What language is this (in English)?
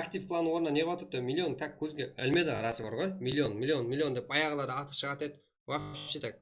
Kara-Kalpak